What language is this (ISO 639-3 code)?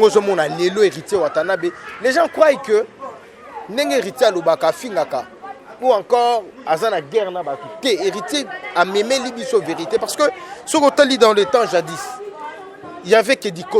lin